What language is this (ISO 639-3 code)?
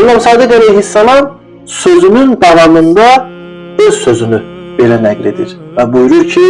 aze